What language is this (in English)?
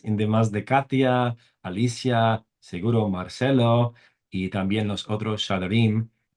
Ladino